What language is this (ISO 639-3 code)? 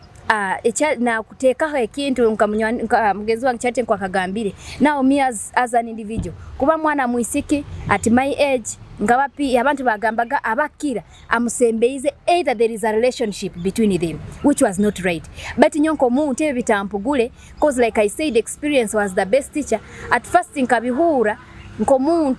nyo